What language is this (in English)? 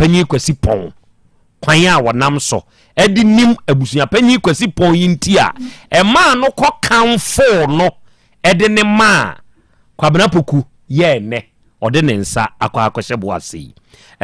Akan